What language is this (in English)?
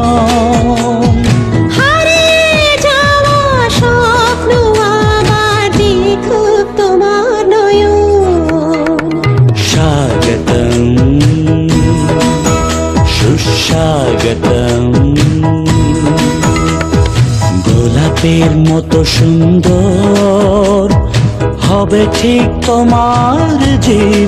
Bangla